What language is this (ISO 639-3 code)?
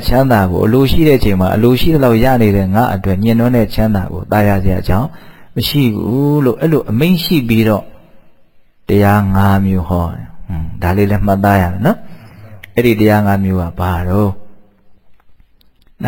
mya